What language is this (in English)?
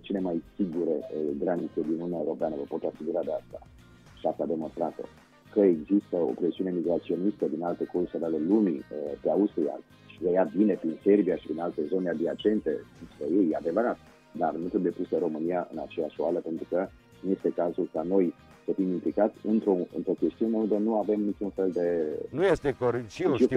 Romanian